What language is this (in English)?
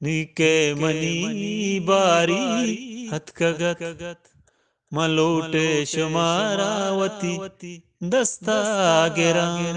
Eastern Balochi